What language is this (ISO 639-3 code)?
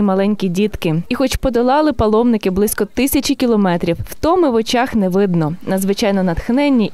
ukr